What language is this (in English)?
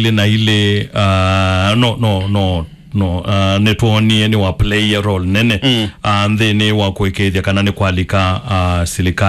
Kamba